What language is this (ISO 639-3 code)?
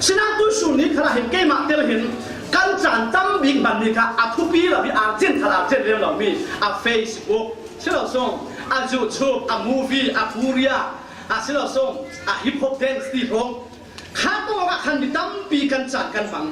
cfm